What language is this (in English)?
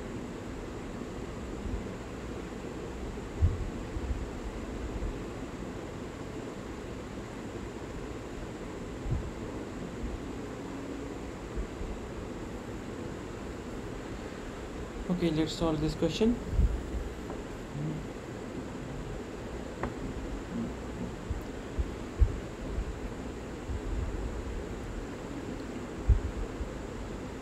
English